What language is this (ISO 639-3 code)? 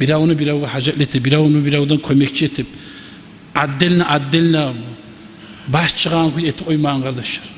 kum